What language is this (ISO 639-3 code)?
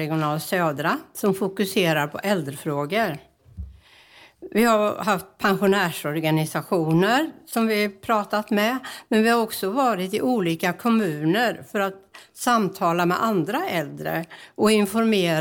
swe